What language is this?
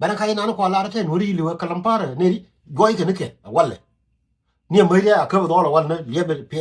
Nuer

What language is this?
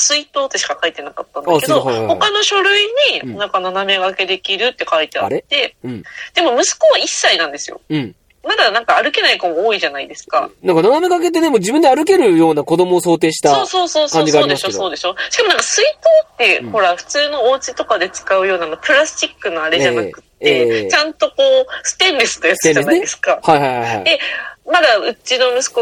Japanese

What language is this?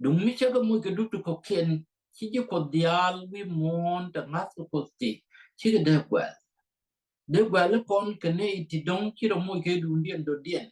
Nuer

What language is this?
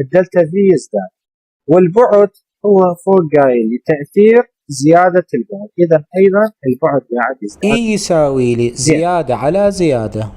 Mesopotamian Arabic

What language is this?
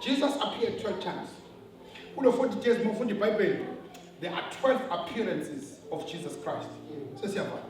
Zulu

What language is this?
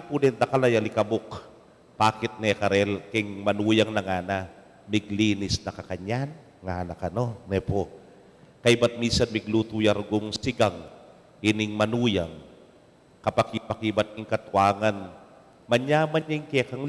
Pampanga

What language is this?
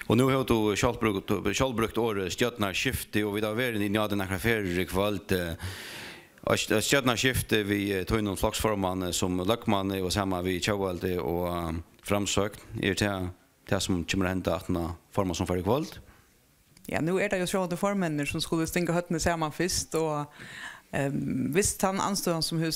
Faroese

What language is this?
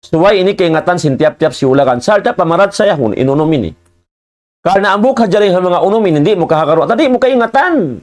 Tausug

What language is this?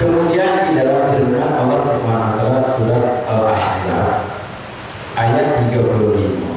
Musi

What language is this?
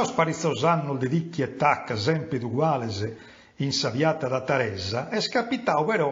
Sardinian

